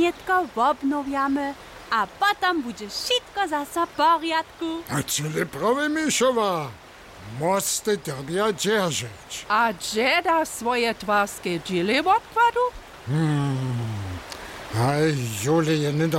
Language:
Upper Sorbian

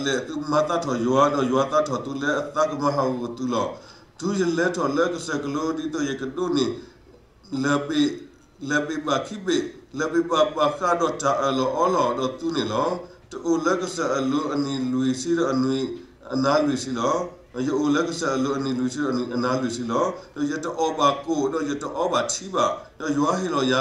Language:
S'gaw Karen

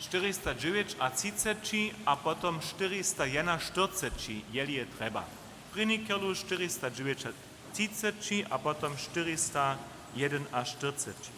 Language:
Upper Sorbian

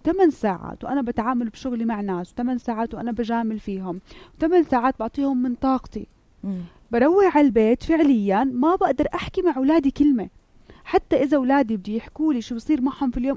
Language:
North Levantine Arabic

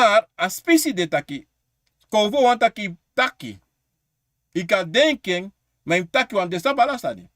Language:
Sranan Tongo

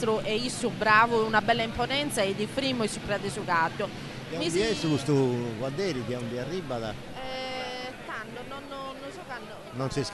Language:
Sardinian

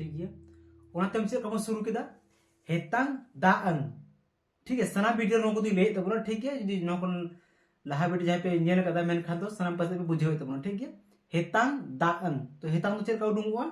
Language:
Santali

